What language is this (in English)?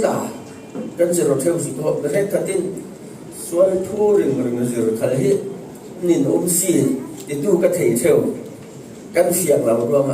Falam Chin